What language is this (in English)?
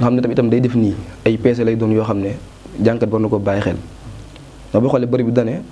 Wolof